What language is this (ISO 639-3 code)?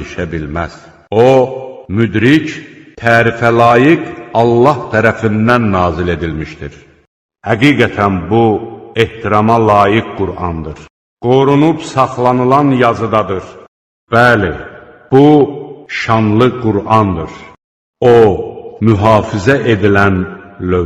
aze